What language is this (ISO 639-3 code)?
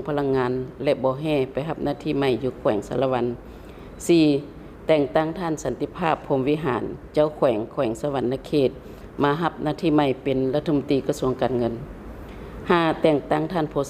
lao